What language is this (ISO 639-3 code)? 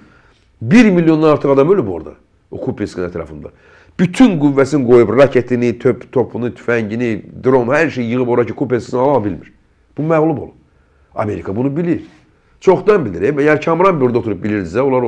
aze